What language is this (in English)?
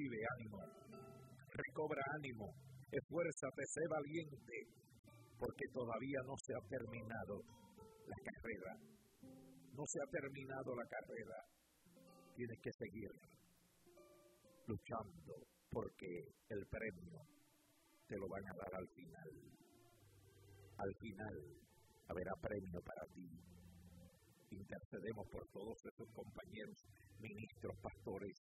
Spanish